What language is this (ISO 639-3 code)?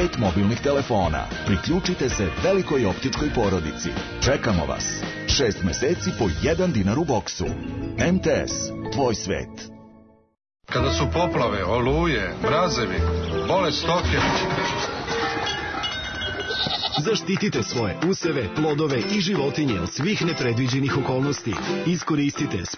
srp